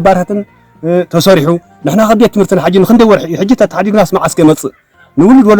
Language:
Tigrinya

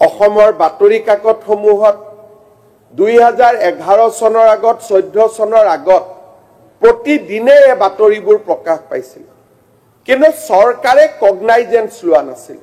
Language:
Assamese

